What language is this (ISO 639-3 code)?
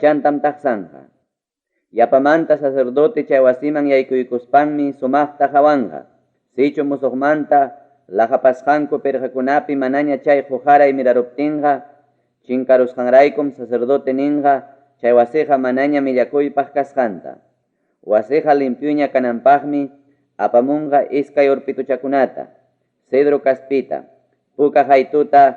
quy